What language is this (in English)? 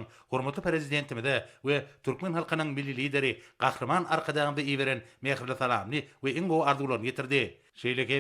Turkmen